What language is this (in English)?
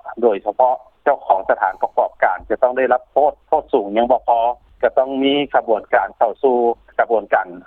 Lao